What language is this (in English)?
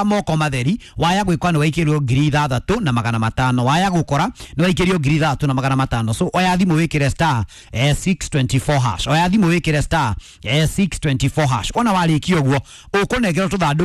Kikuyu